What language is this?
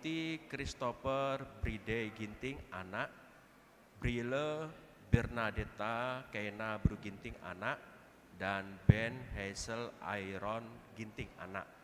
Batak Karo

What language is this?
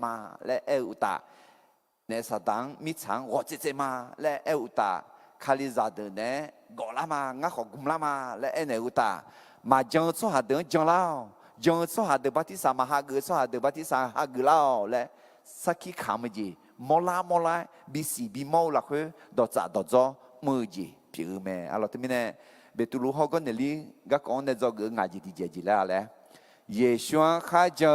Akha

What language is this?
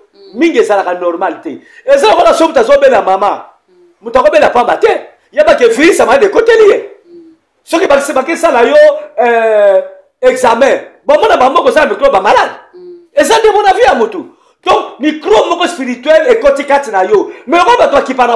Lingala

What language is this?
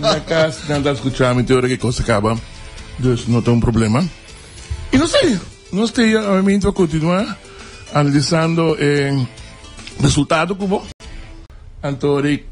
Papiamento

